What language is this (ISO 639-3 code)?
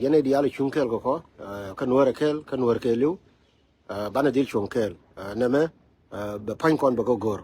nus